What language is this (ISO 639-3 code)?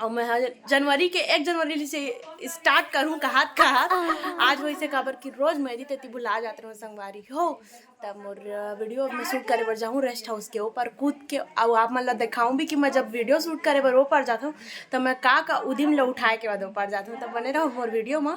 hne